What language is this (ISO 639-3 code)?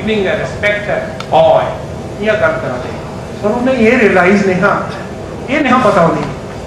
doi